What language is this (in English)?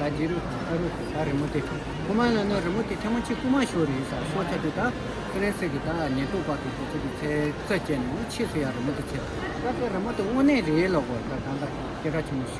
Tibetan